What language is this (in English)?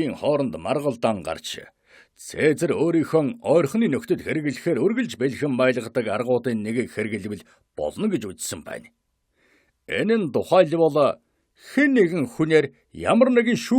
Mongolian